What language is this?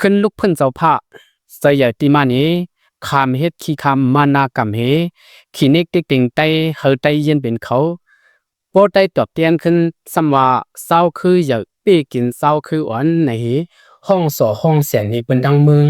Lao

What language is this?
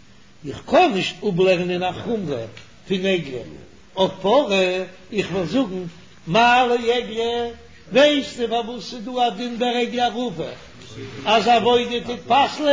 Yiddish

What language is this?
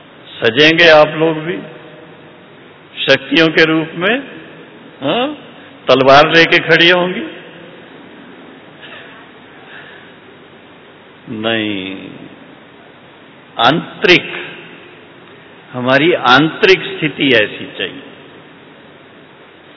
Hindi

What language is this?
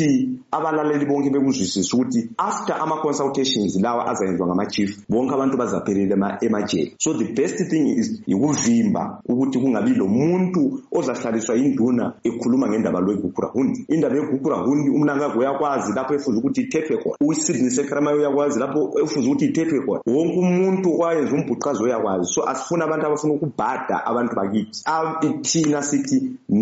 North Ndebele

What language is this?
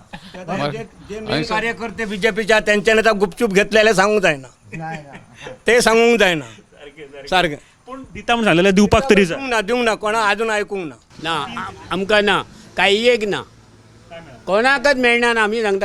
Konkani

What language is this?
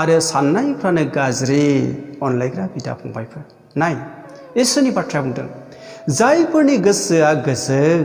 Bodo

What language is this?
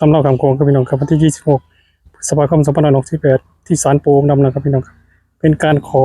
Northeastern Thai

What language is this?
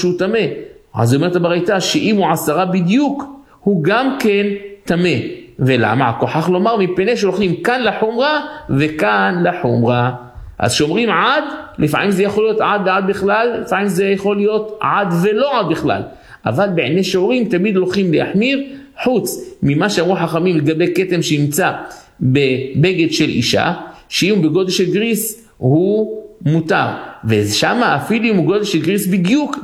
Hebrew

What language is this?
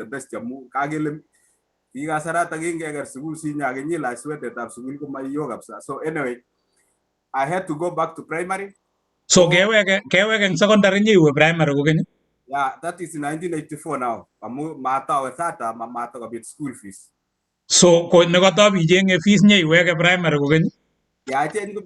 Kalenjin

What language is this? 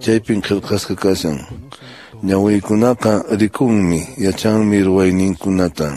Quechua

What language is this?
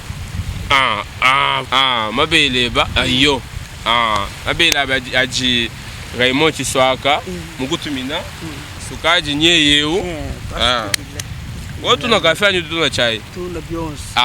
Luba-Lulua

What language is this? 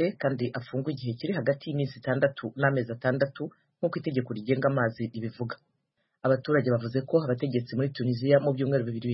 Kinyarwanda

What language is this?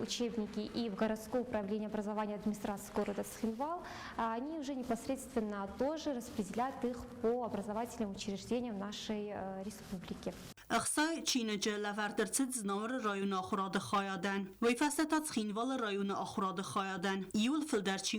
Ossetic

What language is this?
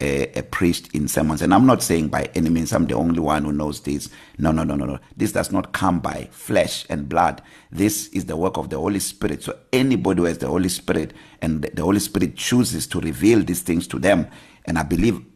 English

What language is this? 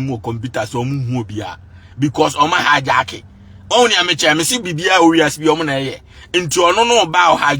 Akan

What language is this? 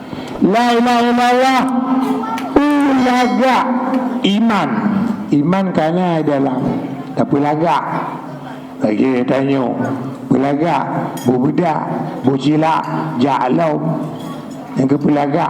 Achinese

